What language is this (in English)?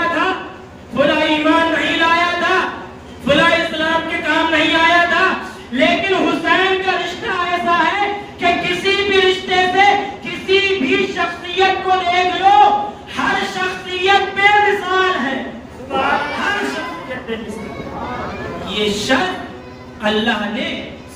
Urdu